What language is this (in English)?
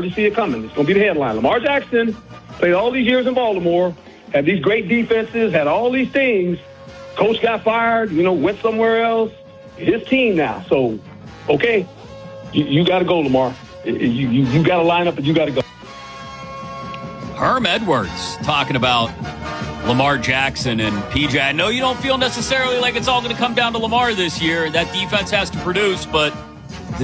English